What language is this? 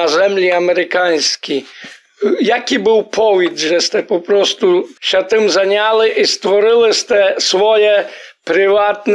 Rusyn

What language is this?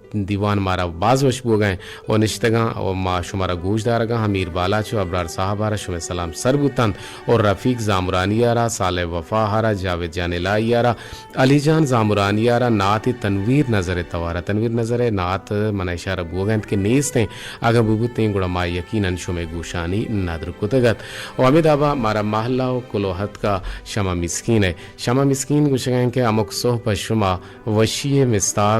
Eastern Balochi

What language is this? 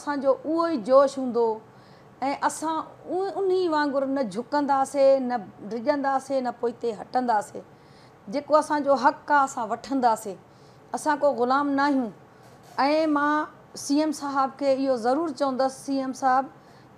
Sindhi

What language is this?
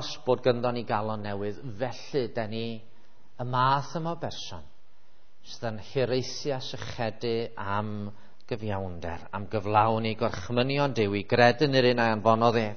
Welsh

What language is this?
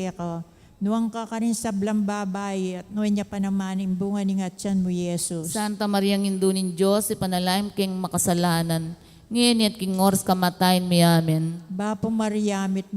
Pampanga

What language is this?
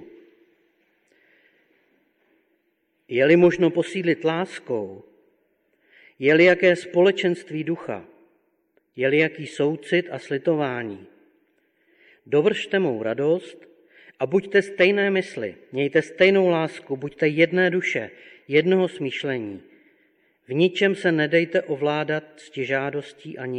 Czech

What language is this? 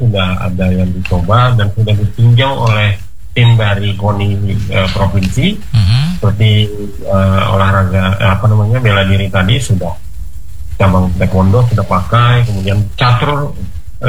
Indonesian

